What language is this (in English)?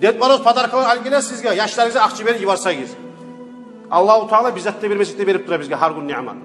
Kumyk